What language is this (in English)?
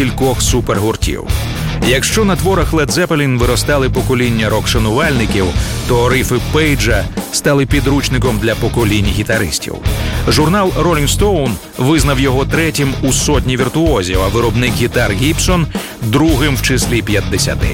Ukrainian